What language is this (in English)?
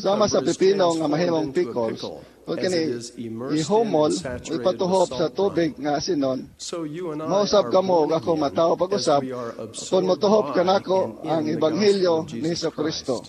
Cebuano